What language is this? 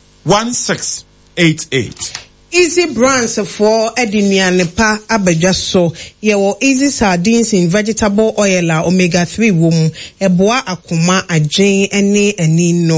Akan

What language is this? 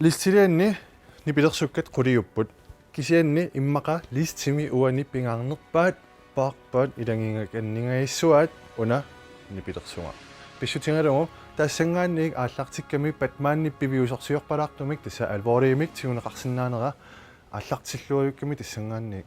Kalaallisut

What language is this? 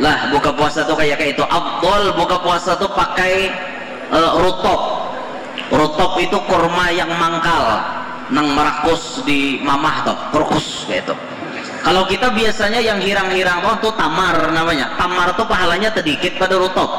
Banjar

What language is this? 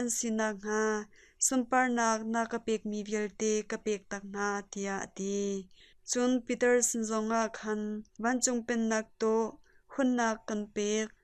Hakha Chin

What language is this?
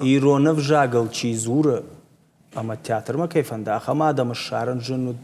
Ossetic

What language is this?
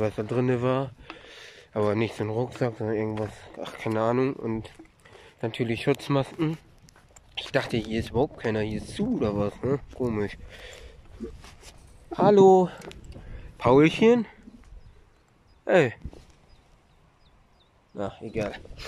German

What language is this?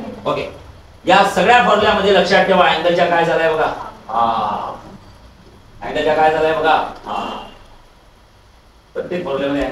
Marathi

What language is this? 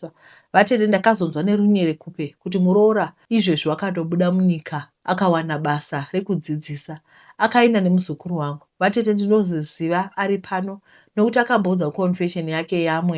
Shona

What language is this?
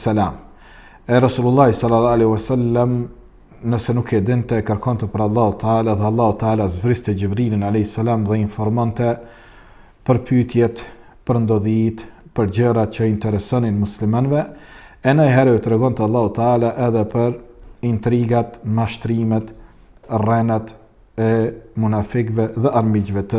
Albanian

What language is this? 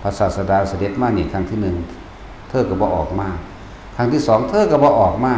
Northeastern Thai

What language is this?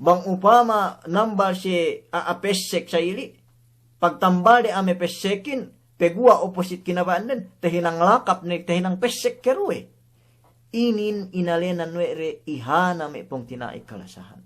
Yakan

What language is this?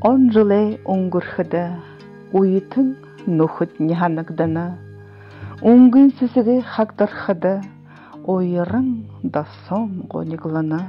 Buriat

